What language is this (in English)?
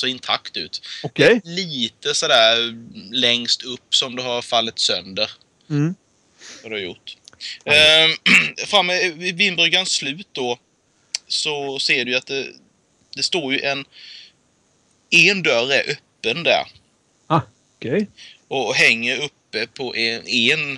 Swedish